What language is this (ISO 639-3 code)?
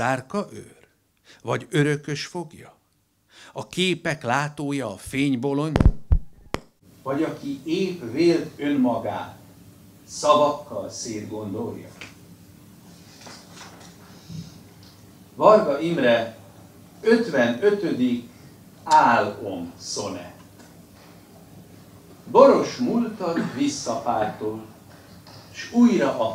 hun